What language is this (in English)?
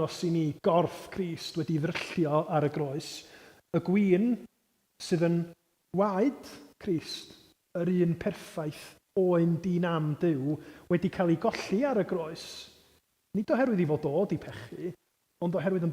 Welsh